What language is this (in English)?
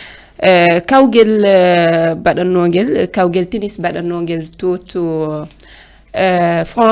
Fula